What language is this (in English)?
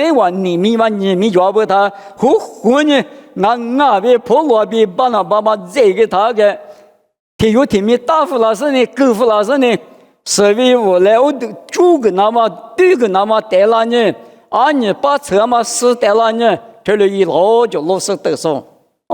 Lisu